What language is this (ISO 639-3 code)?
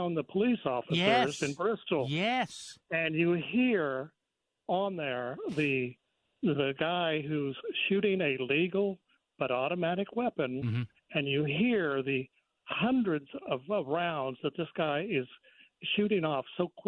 eng